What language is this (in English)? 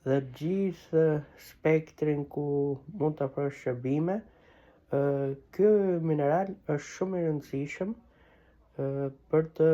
Albanian